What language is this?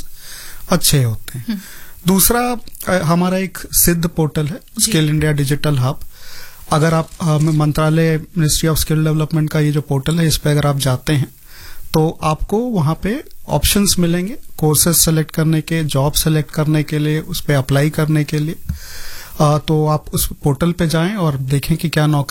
Hindi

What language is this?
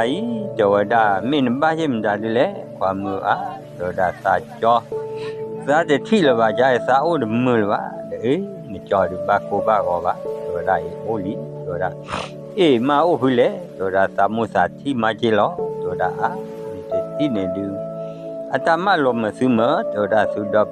S'gaw Karen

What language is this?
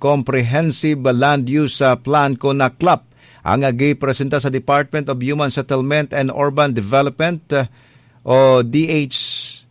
Cebuano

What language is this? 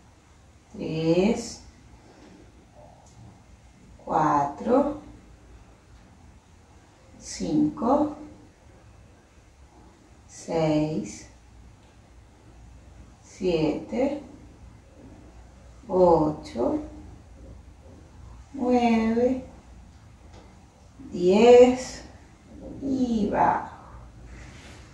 Spanish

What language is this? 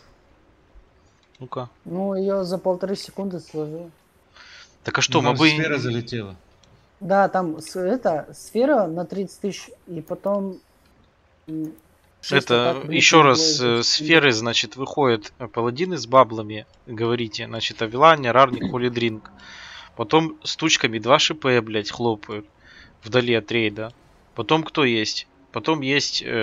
Russian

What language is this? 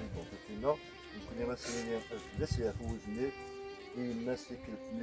Kabyle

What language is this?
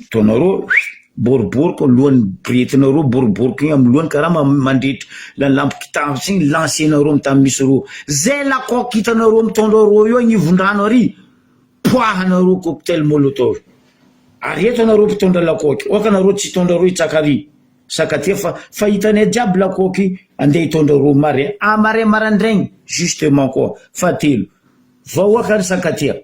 Malagasy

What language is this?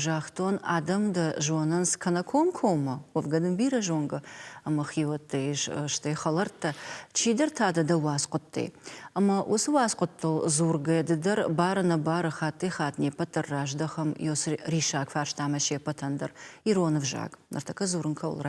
Ossetic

